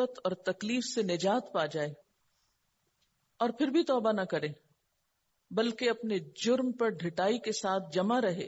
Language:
Urdu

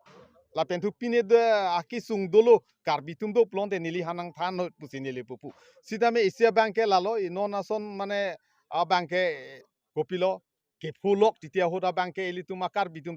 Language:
Karbi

